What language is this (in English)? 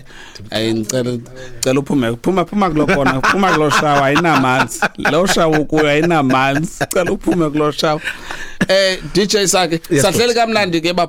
Xhosa